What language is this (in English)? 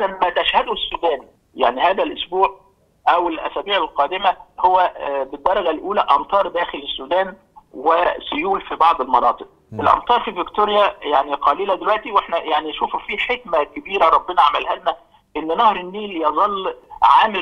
Egyptian Arabic